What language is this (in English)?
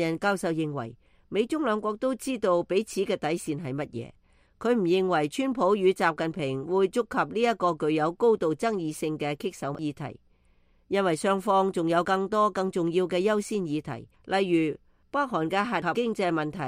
Cantonese